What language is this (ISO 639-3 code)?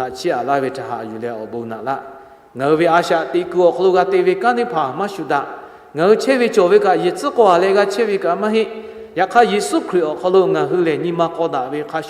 lhu